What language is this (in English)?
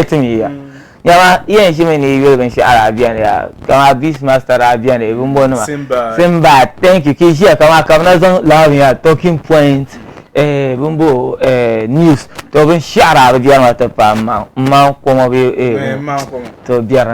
Dagbani